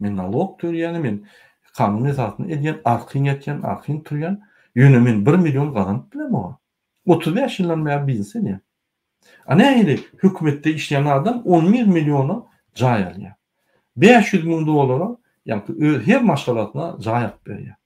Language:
Turkmen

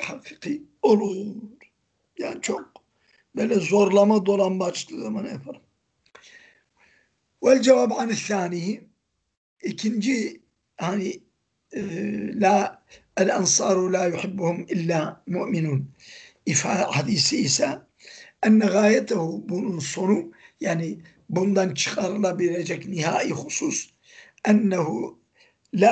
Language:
Turkish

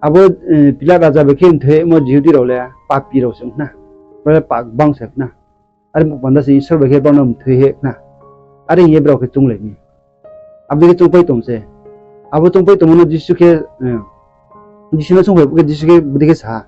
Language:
Riang (India)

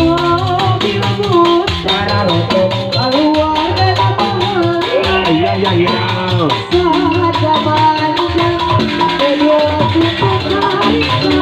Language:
Sundanese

